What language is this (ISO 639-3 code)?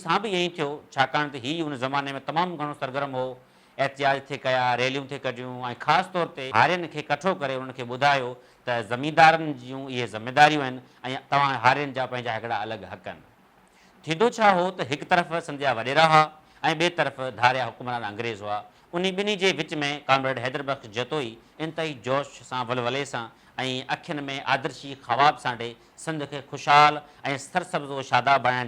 snd